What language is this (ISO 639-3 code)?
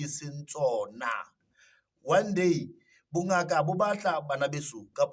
sot